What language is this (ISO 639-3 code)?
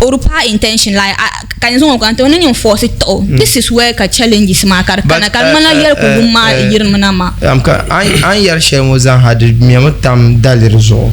dag